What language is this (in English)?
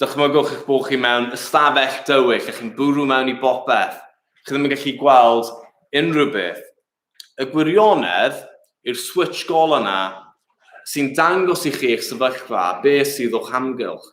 Welsh